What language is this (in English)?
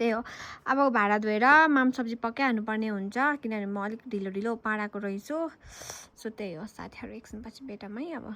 Nepali